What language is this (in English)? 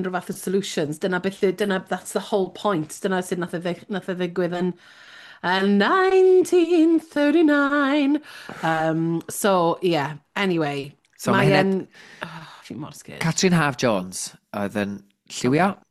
Welsh